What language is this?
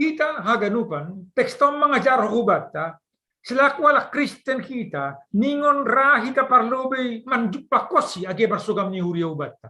Batak Simalungun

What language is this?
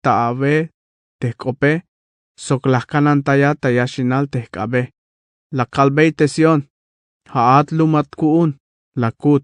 Tzeltal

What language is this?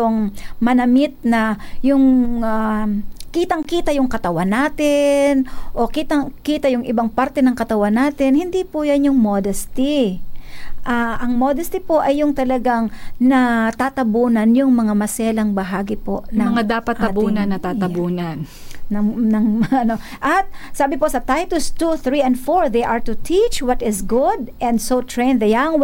Filipino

